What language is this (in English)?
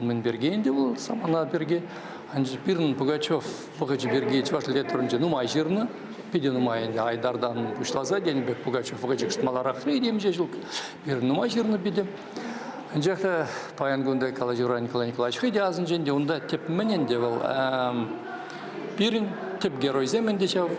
Chuvash